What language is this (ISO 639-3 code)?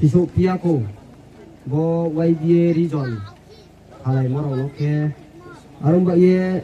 ria